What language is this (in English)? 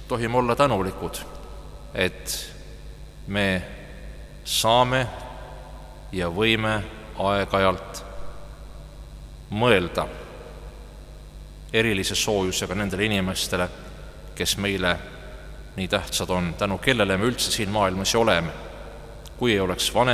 Estonian